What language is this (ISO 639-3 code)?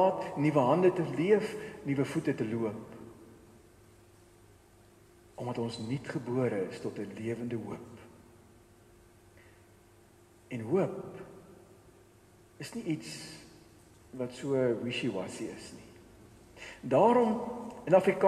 afr